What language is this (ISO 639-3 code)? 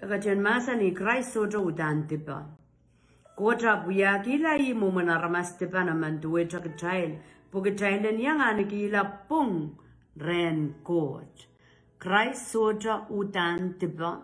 pon